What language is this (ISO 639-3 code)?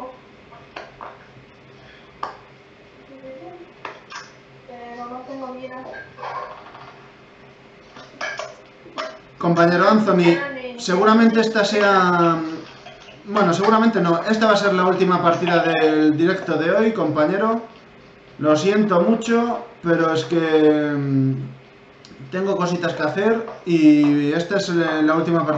spa